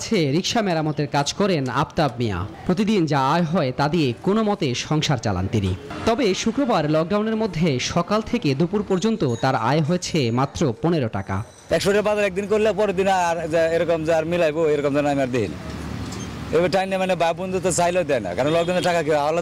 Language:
Bangla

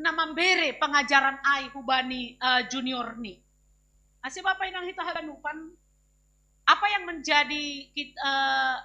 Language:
Batak Simalungun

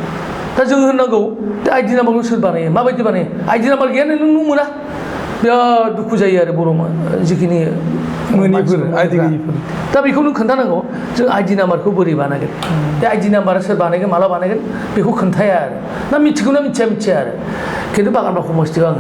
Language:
Bodo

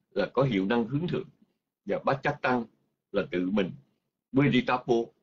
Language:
Vietnamese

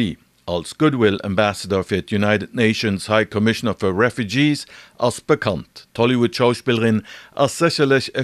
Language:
Luxembourgish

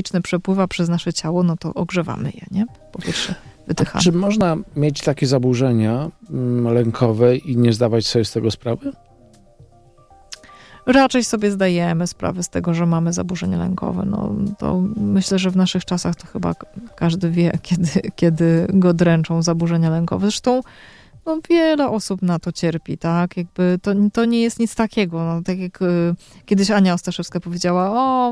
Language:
Polish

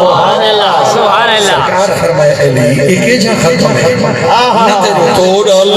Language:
Saraiki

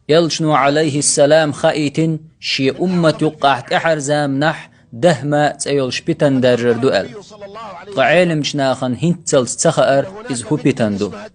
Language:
Chechen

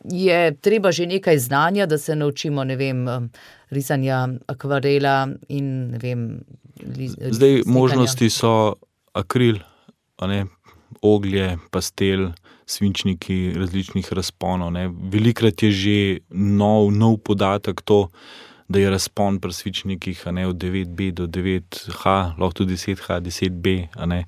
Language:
Slovenian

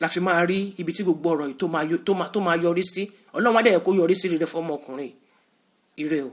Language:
Yoruba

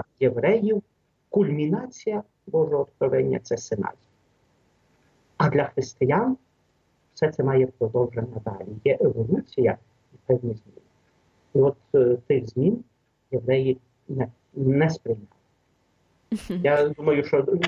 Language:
Ukrainian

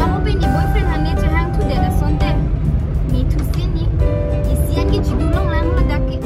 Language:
Karbi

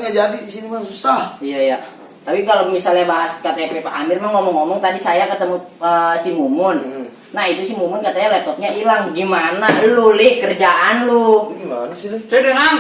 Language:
Betawi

